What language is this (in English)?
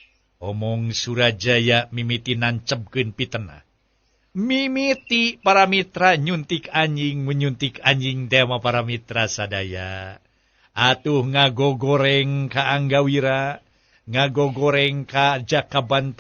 Sundanese